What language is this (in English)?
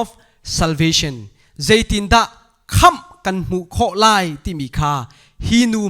Hakha Chin